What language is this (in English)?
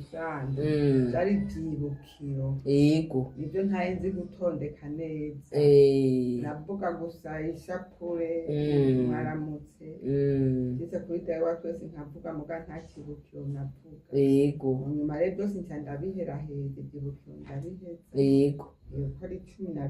Rundi